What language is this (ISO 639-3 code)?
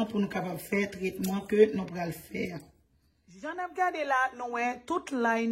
hat